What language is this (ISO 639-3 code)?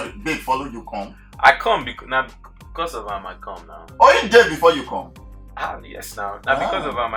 pcm